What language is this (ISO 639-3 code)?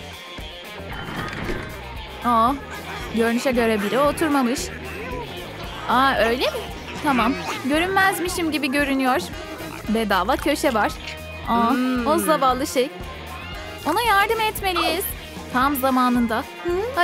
tur